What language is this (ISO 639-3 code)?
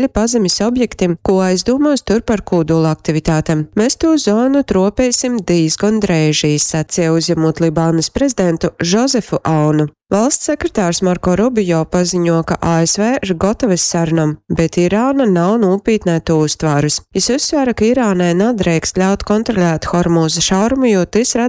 ltg